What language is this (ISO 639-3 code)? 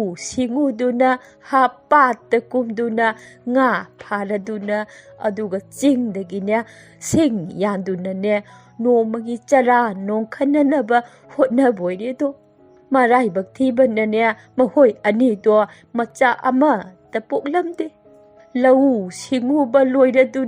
mni